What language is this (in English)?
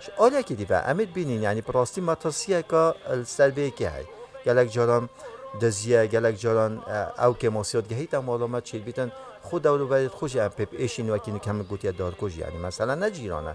Kurdish